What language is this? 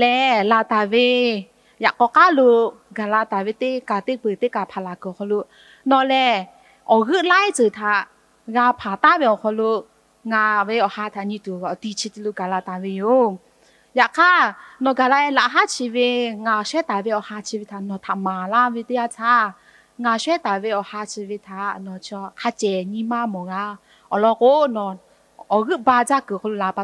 Lahu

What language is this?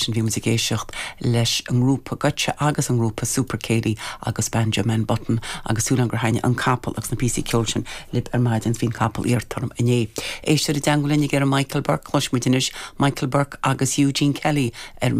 Irish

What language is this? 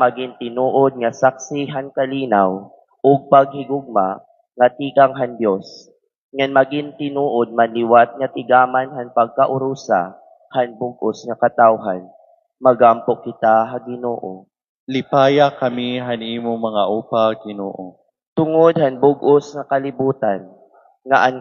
Waray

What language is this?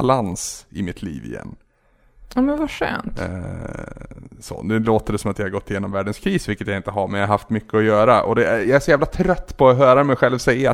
Swedish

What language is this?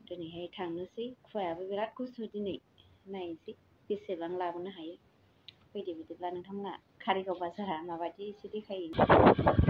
Bodo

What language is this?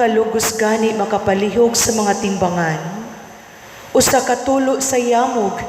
Cebuano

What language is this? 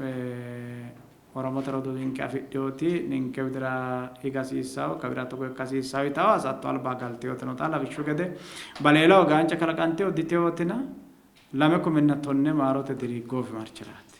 Sidamo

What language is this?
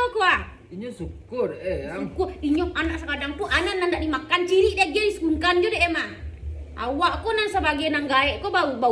Minangkabau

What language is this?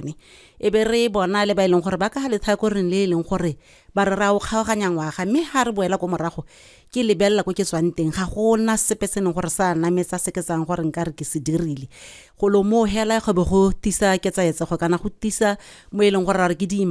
Tswana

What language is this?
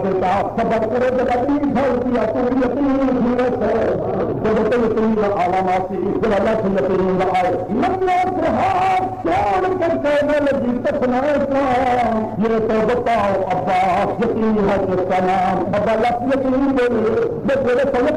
Saraiki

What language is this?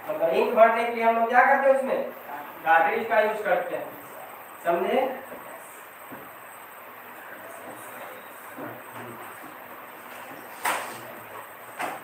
Hindi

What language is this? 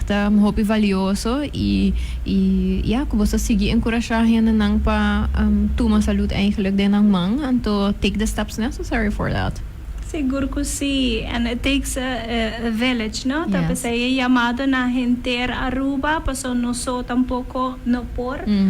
Papiamento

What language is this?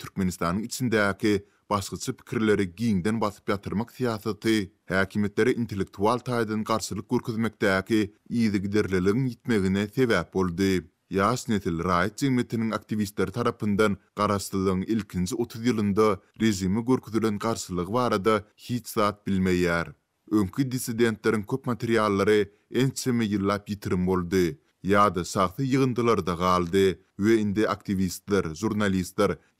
Turkmen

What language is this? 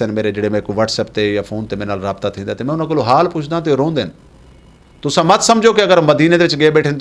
Western Panjabi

